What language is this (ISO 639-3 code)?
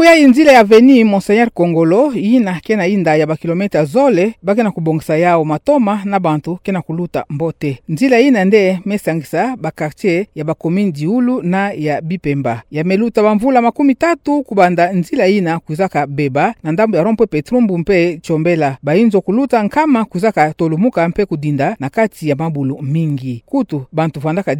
ktu